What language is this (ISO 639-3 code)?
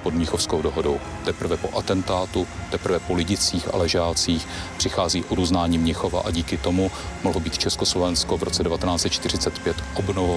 ces